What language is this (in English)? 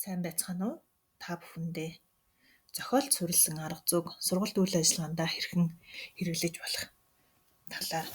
Mongolian